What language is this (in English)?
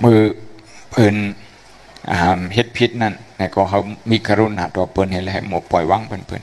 Shan